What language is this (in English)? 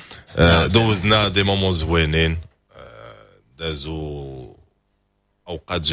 Moroccan Arabic